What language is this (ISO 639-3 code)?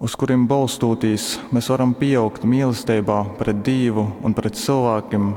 ltg